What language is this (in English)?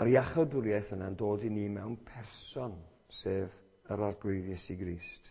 Welsh